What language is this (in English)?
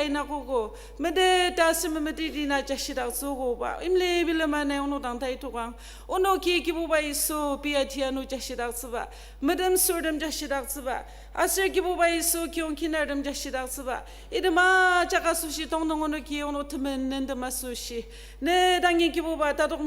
Ao Naga